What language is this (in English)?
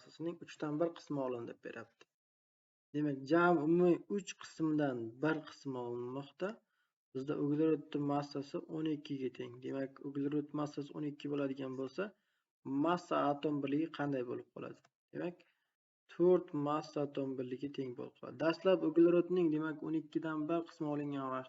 Uzbek